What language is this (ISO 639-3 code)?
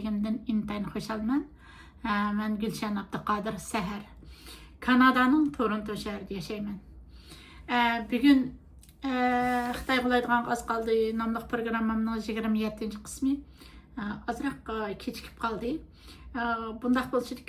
uig